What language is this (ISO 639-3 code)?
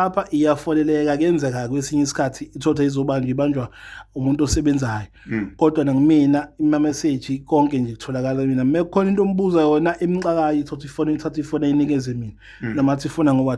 zul